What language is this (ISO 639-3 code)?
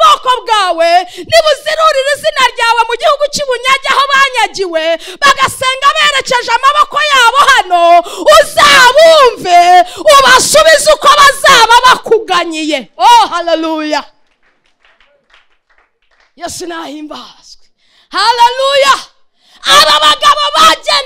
kin